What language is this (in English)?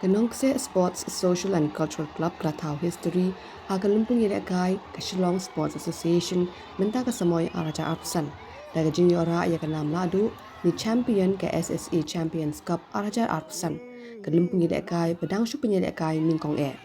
Khasi